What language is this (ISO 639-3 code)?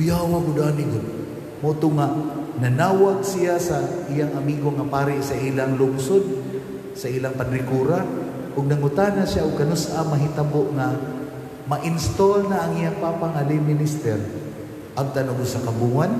ceb